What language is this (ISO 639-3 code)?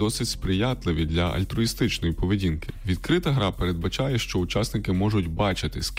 ukr